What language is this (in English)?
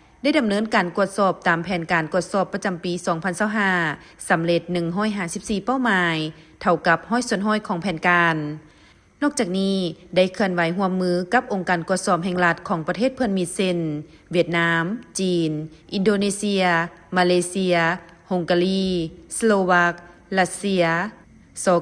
Lao